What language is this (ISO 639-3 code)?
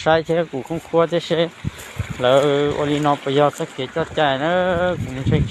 hmn